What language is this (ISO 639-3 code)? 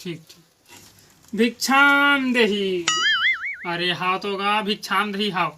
hne